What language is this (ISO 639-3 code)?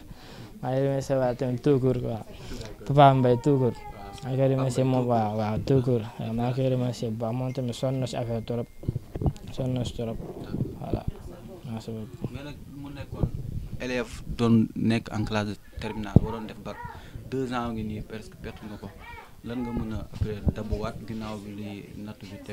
wol